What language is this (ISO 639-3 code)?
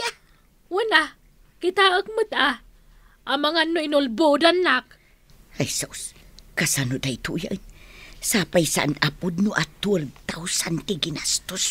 ilo